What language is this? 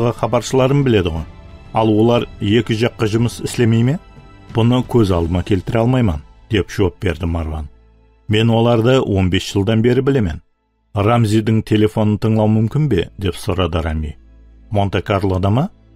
Kara-Kalpak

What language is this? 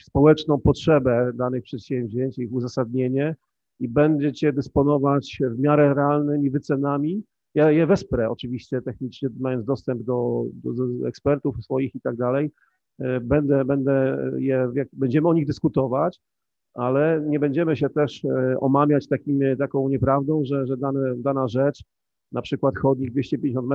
Polish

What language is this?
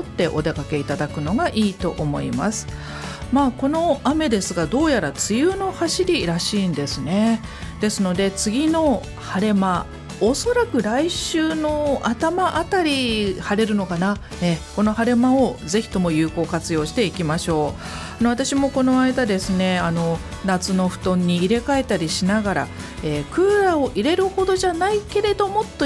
Japanese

